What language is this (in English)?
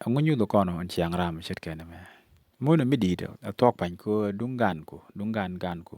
Nuer